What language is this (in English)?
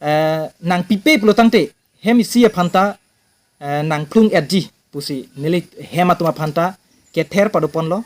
Karbi